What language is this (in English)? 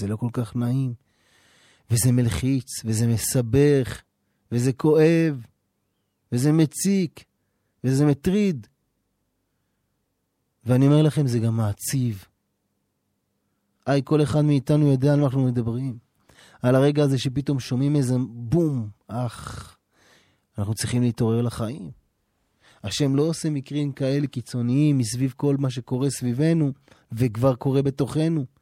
Hebrew